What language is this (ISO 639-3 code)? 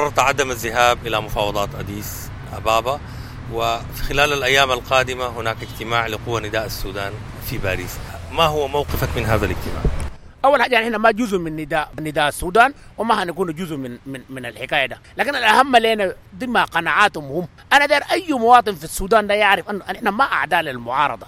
apd